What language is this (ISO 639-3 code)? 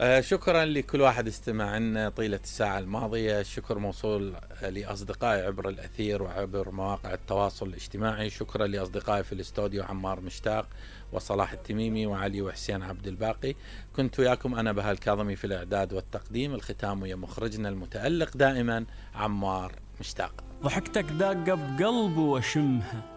acm